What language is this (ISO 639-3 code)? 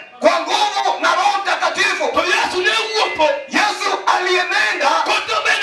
luo